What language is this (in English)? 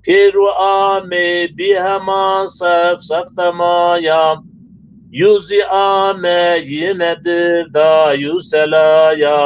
Zaza